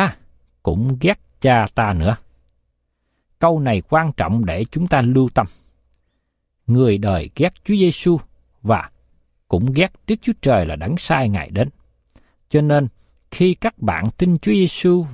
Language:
Vietnamese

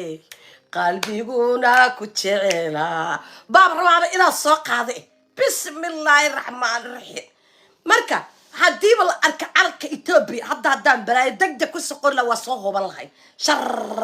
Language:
Somali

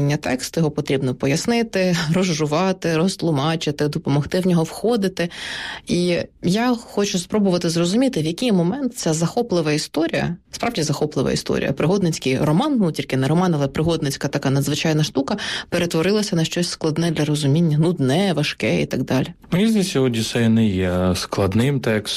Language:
Ukrainian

